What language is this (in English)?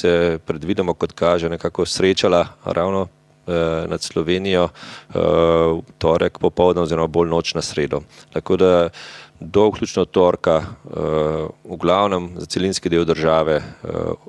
Slovenian